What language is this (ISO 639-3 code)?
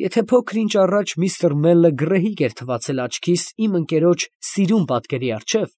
hye